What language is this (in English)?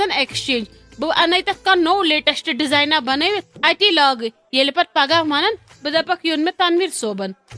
Kashmiri